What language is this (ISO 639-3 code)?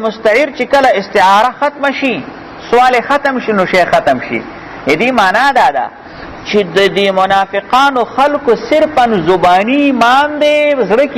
pus